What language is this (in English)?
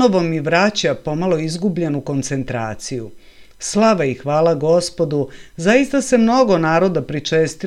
Serbian